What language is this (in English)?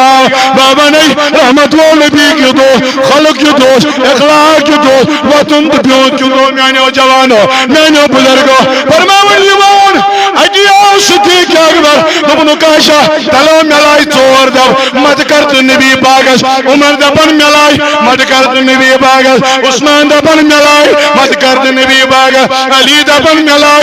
Kashmiri